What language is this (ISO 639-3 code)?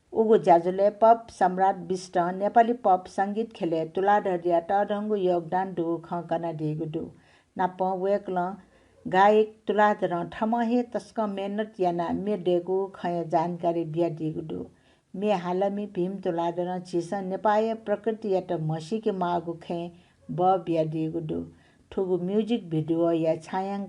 new